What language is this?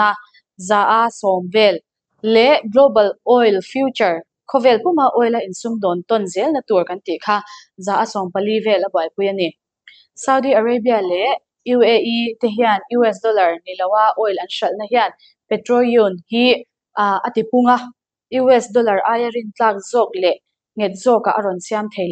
Mizo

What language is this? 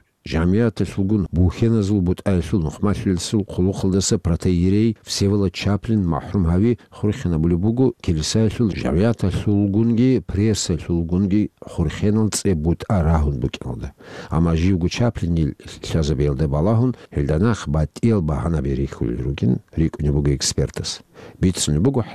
Avaric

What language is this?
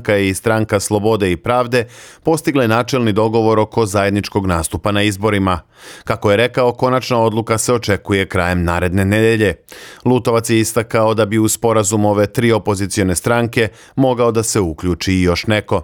Serbian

